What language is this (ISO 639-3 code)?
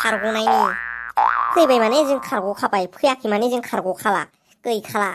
brx